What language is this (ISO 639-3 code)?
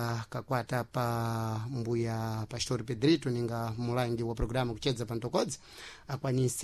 seh